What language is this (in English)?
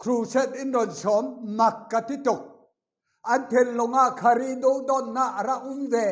Falam Chin